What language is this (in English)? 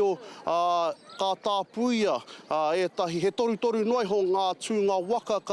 Māori